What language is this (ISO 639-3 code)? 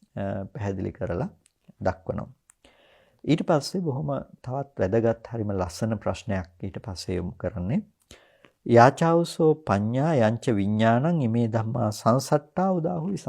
sin